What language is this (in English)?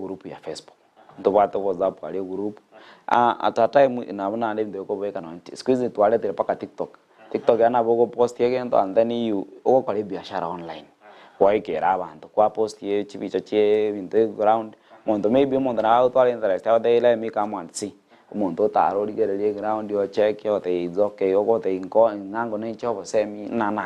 Gusii